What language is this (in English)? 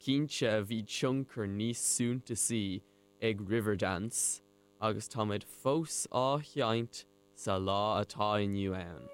Irish